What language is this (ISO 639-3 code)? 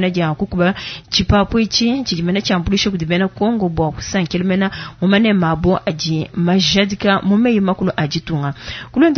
lua